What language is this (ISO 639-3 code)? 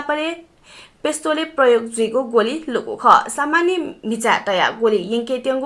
new